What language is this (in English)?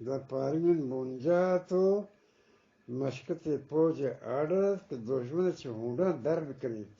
Eastern Balochi